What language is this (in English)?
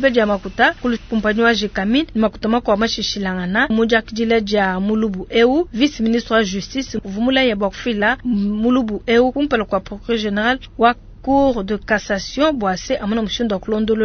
Luba-Lulua